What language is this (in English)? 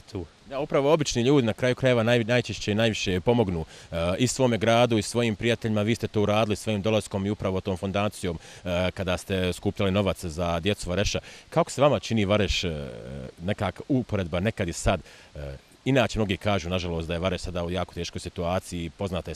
Bosnian